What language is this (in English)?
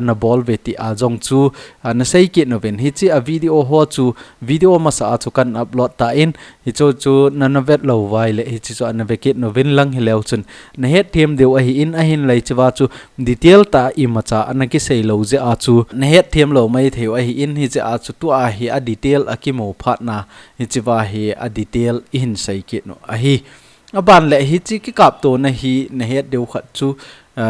Thado Chin